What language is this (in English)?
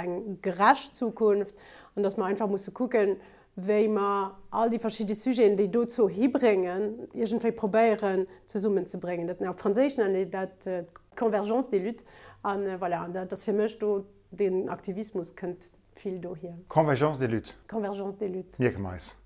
Luxembourgish